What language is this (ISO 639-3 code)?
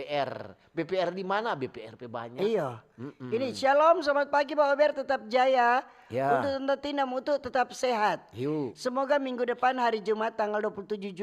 xmm